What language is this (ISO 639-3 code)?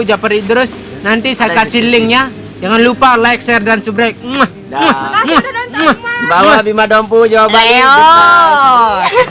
sas